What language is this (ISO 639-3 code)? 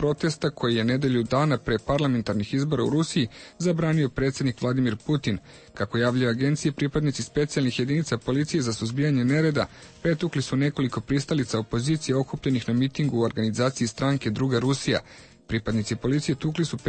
srp